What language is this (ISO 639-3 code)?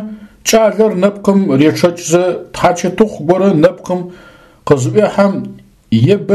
ady